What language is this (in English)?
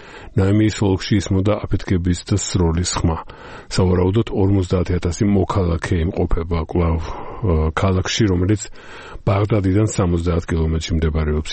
Georgian